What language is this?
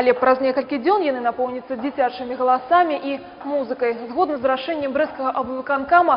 Belarusian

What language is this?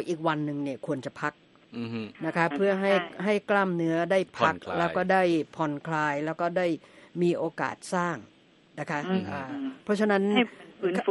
Thai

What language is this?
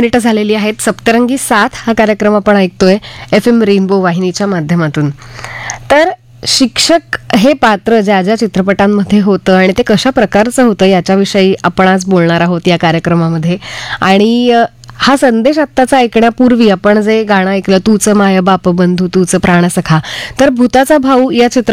Marathi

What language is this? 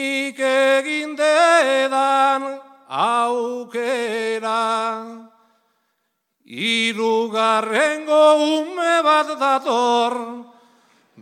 Basque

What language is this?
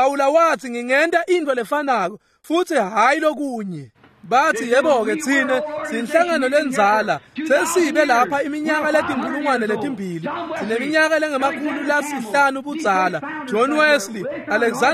Swati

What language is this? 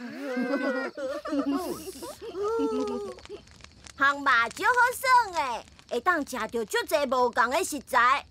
Min Nan Chinese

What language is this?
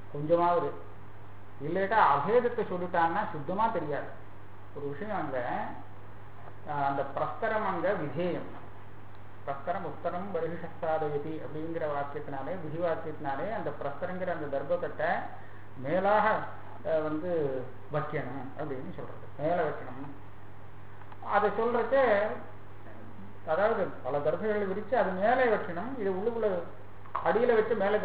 Tamil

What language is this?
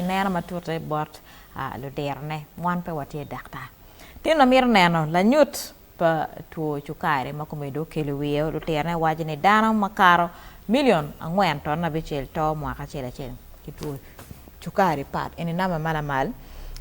Acoli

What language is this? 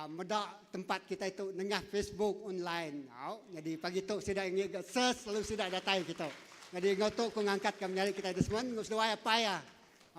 Iban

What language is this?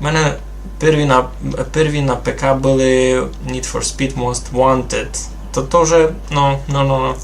Rusyn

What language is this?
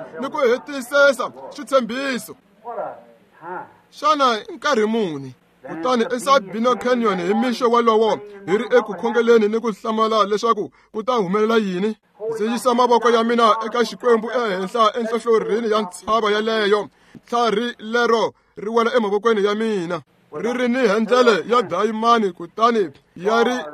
Tsonga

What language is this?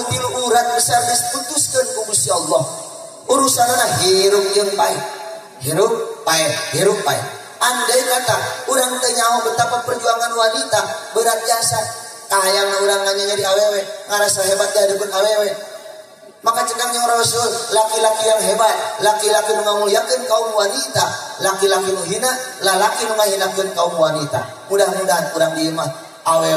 Sundanese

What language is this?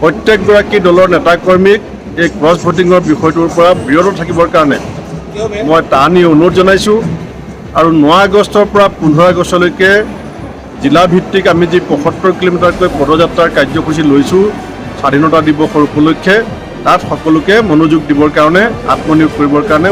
Assamese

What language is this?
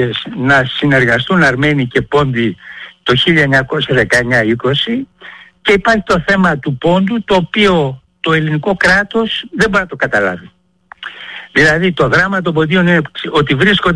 Greek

